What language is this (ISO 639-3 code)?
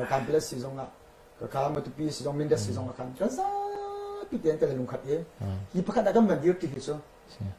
cnh